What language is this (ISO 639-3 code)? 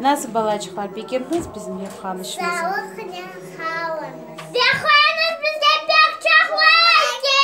crh